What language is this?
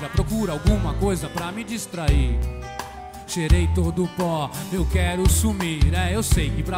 Portuguese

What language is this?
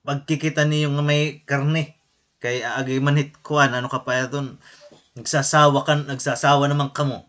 Waray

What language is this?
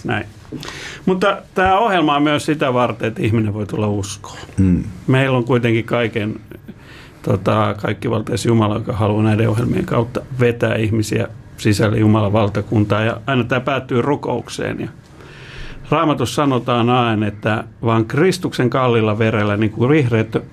Finnish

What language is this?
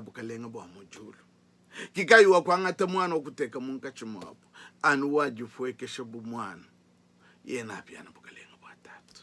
Luba-Lulua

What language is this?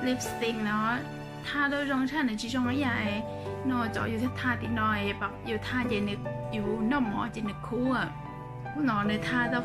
Hmong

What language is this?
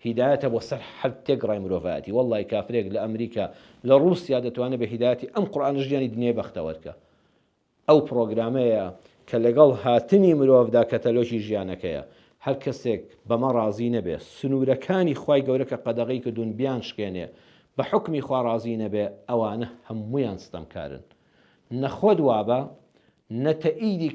Central Kurdish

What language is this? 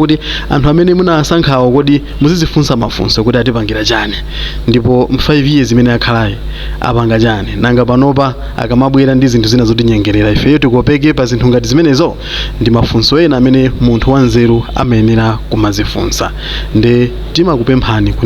Nyanja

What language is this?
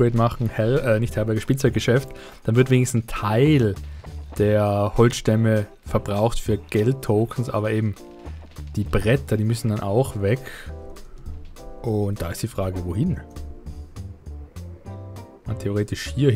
German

